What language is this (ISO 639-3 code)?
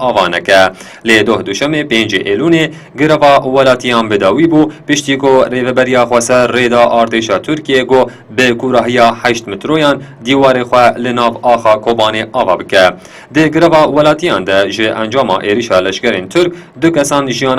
kur